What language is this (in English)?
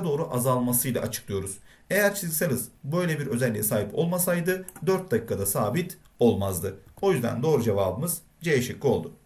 Turkish